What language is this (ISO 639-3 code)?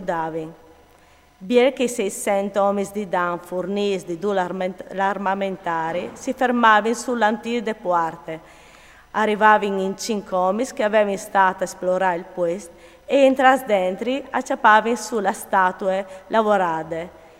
fur